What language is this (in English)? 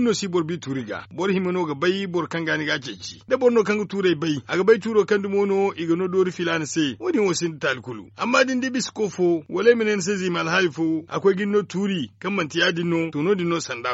Zarma